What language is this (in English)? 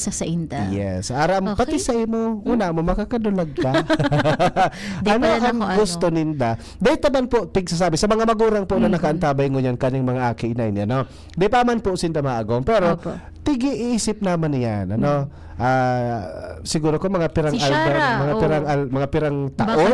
Bikol